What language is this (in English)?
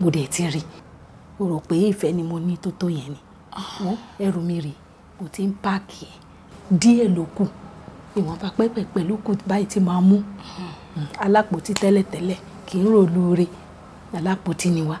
Yoruba